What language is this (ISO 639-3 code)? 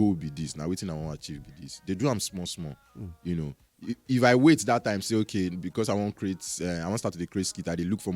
pcm